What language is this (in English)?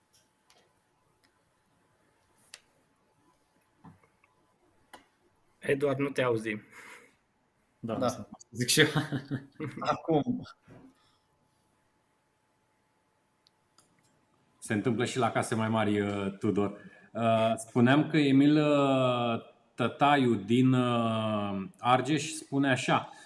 Romanian